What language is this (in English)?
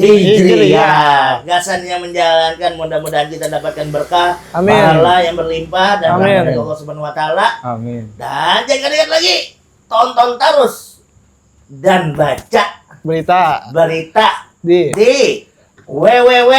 Banjar